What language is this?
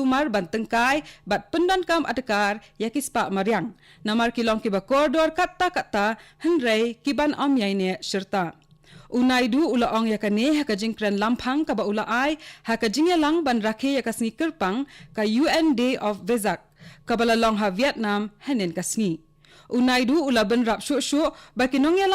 Khasi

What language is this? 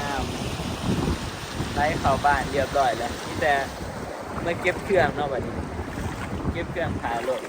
Northeastern Thai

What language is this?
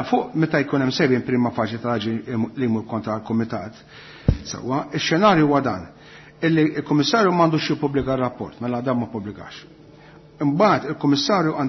Maltese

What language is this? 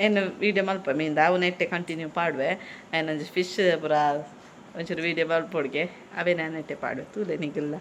Tulu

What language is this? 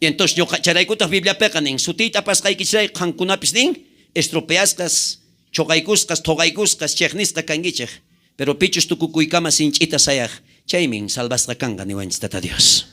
South Bolivian Quechua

